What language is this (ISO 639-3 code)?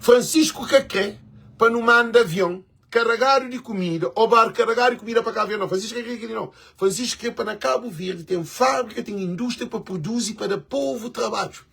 kea